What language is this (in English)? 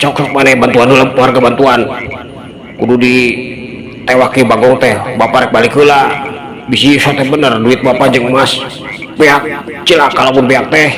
Sundanese